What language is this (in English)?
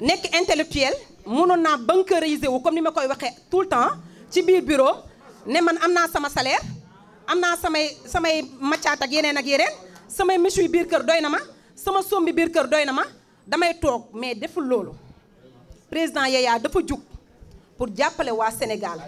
Wolof